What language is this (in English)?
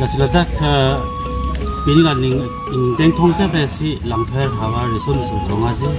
Karbi